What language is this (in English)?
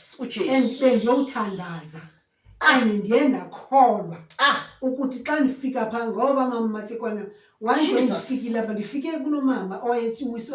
Zulu